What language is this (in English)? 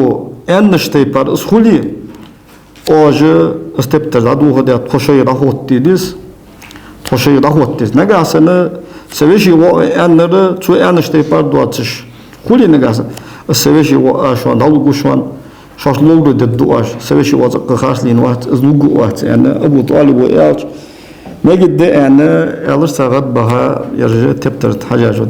Ingush